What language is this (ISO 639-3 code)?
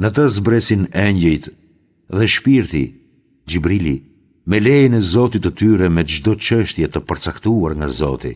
sqi